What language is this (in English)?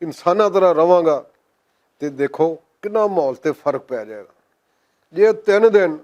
Western Panjabi